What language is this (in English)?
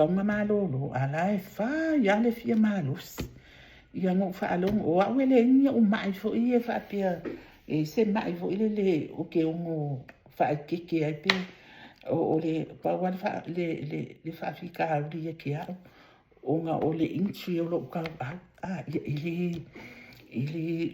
Samoan